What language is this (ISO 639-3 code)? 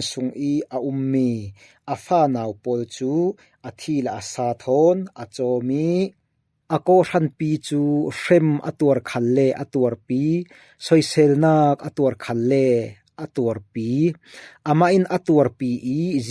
cfm